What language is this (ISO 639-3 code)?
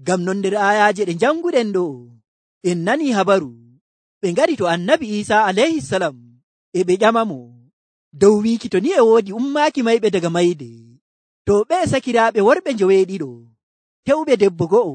fuv